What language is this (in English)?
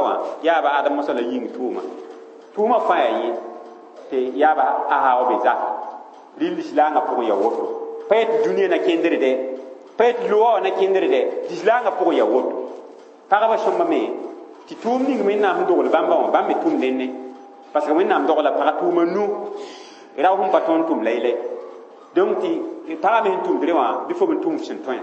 Mossi